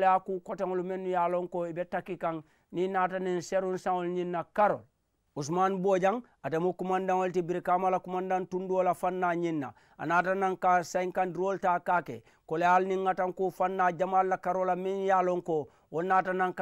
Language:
Mandingo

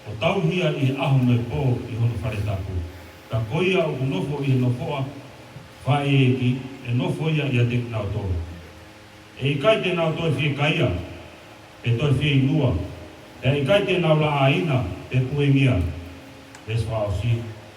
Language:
Tongan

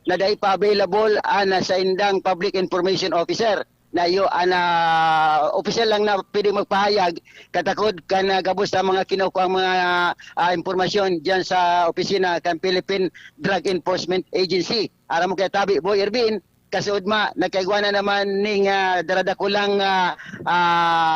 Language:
Bikol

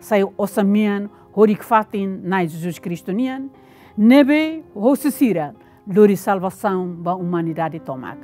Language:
Tetum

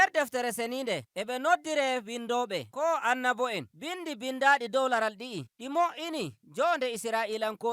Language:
Nigerian Fulfulde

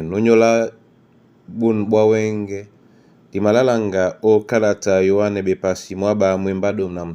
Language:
Duala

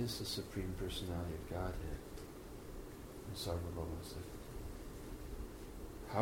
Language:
English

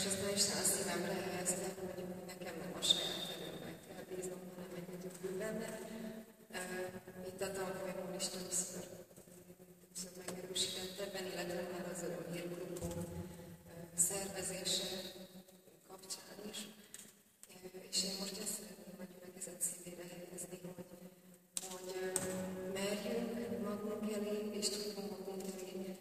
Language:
Hungarian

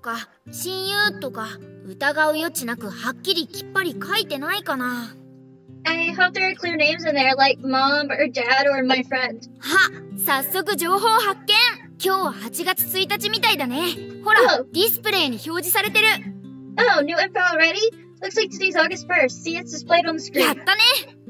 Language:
Japanese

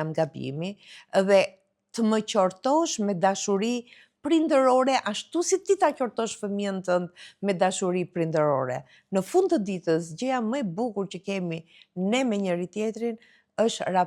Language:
Albanian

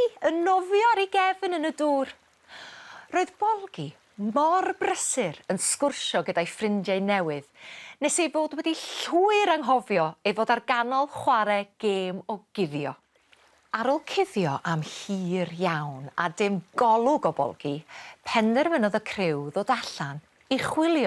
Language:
Welsh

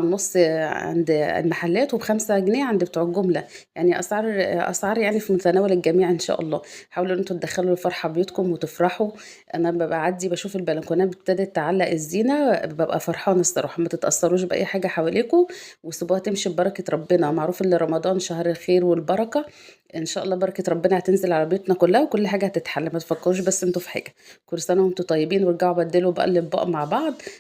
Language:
Egyptian Arabic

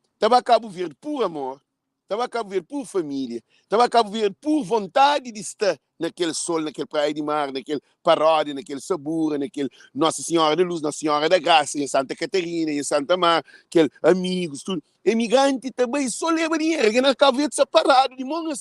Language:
Kabuverdianu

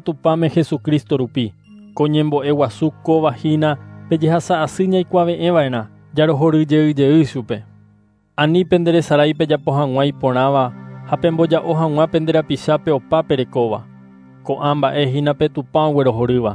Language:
Guarani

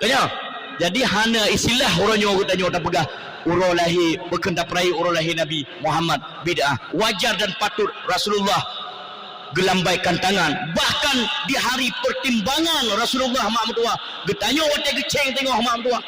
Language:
Achinese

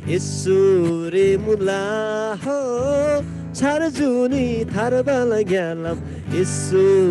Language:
Eastern Tamang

